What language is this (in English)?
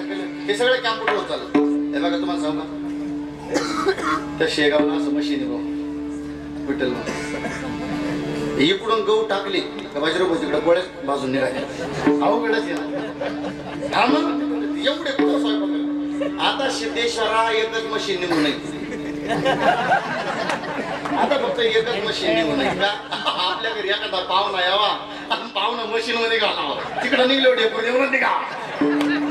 Marathi